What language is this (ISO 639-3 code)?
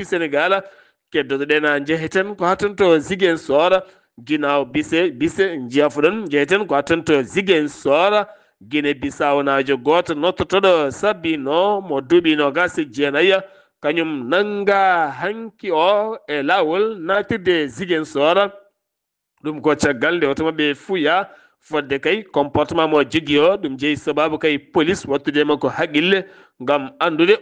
ful